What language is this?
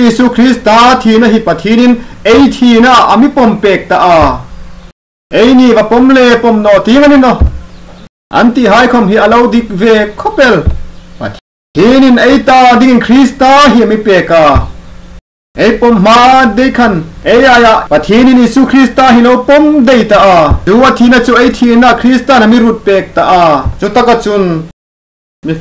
Hmar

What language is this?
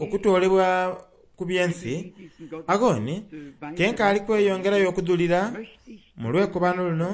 Soga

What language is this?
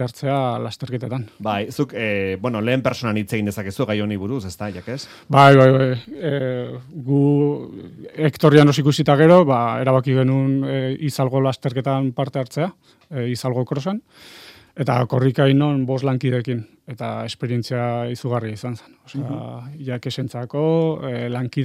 Basque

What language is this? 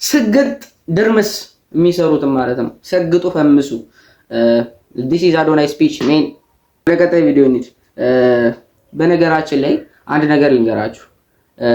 Amharic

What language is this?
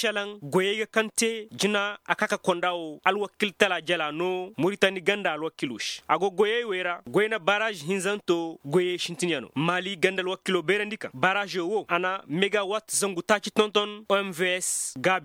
Koyraboro Senni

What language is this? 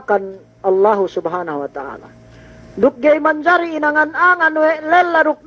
Yakan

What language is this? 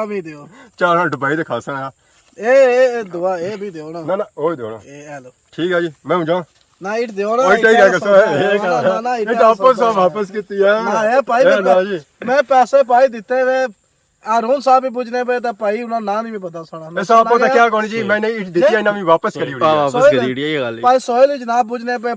Pahari-Potwari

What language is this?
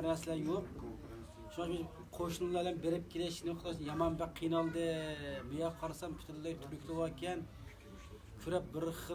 Uyghur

